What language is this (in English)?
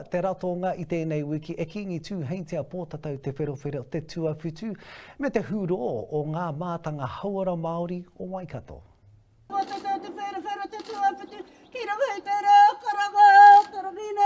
Māori